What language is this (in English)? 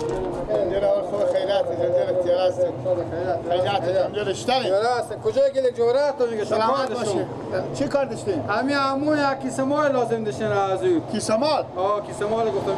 Persian